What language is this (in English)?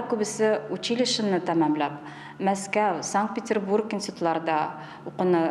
Tatar